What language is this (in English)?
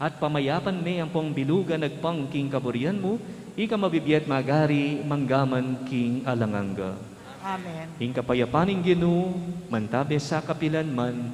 Pampanga